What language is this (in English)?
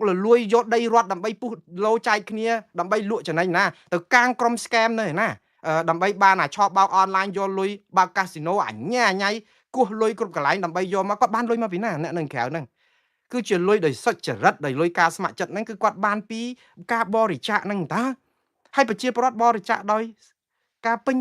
Khmer